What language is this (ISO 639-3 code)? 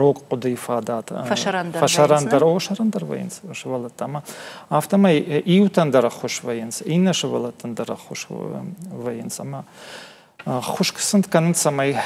oss